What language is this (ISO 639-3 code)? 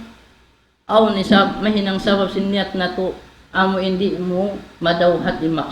tsg